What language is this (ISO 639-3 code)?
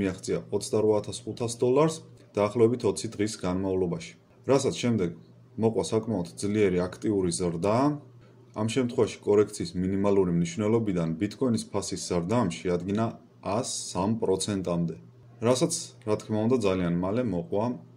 kat